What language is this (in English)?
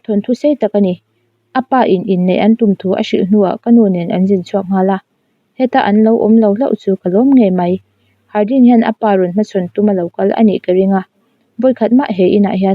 Mizo